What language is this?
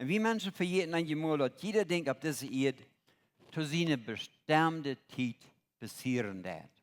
Plautdietsch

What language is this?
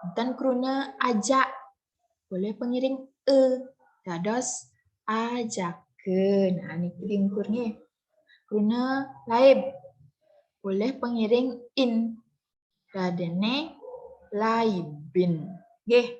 Balinese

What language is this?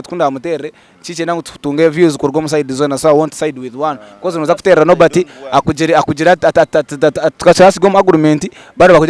Nyankole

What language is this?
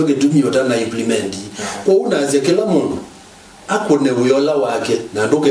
Kamba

